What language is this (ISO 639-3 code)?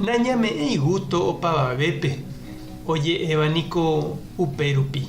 grn